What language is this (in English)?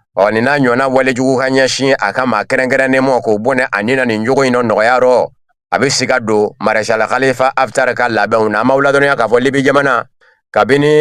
Bambara